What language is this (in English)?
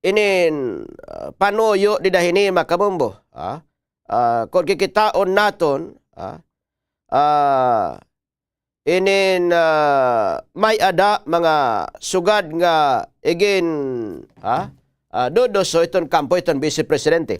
Waray